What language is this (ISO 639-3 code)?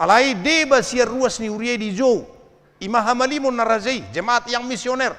bbc